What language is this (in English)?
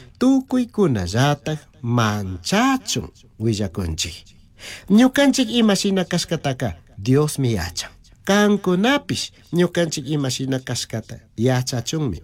Chimborazo Highland Quichua